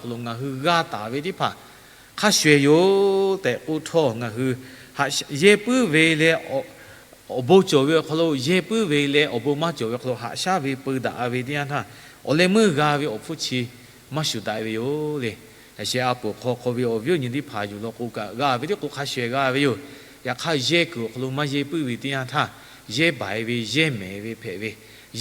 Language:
Lahu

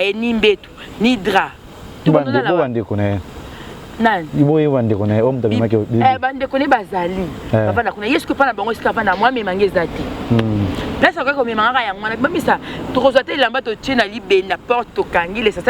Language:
Lingala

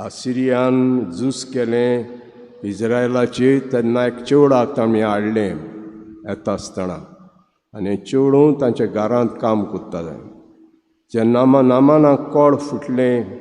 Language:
Konkani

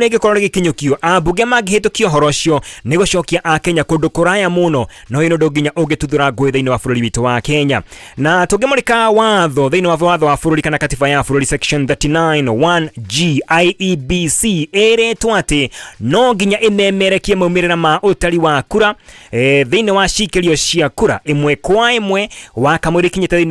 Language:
Kikuyu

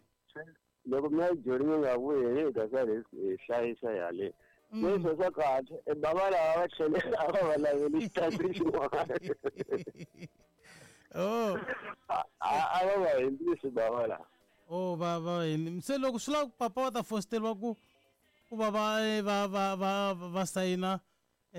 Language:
Tsonga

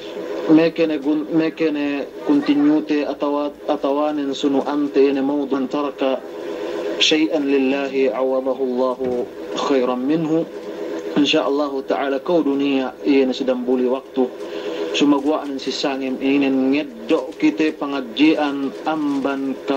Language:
Yakan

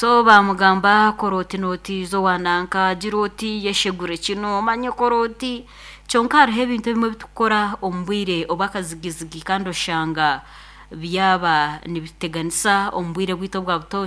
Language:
Nyankole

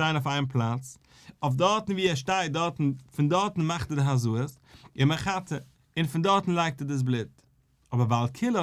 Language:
Yiddish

